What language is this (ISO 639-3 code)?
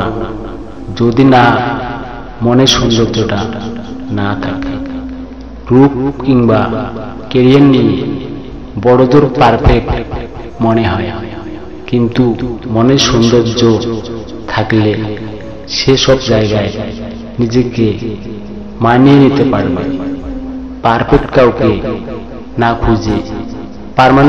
ben